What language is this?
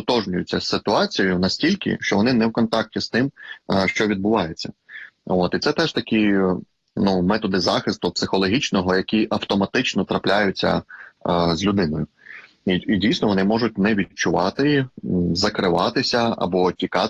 Ukrainian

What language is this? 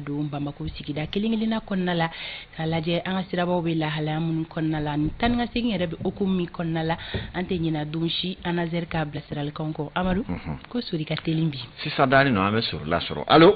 Bambara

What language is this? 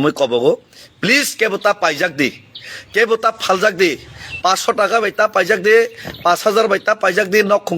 Kok Borok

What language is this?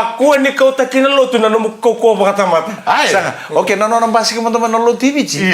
Fijian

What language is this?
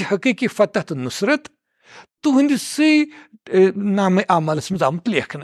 Kashmiri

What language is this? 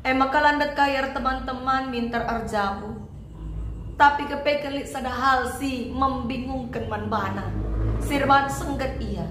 Batak Karo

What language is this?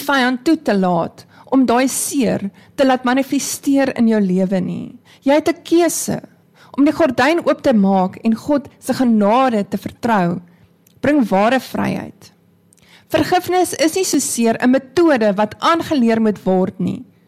Afrikaans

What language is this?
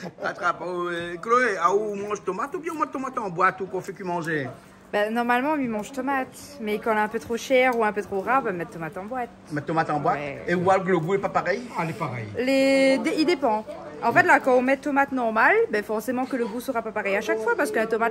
Réunion Creole French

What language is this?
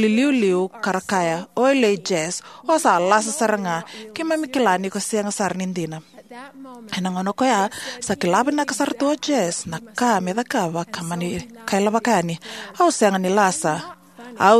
Fijian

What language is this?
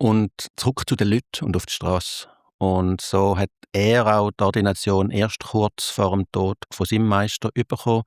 Swiss German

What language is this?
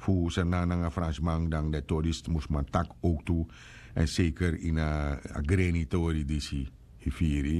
Sranan Tongo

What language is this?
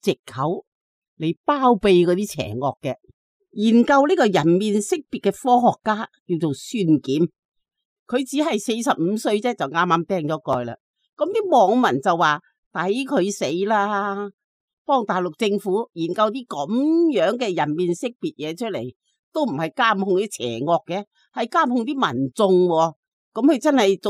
Cantonese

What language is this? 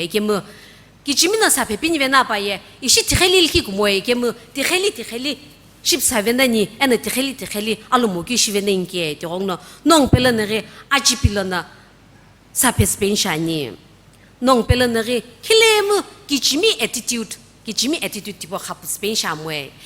Sumi Naga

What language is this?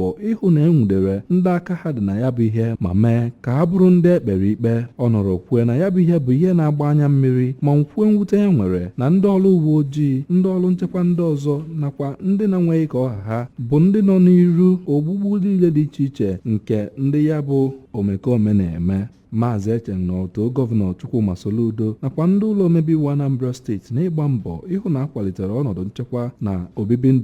Igbo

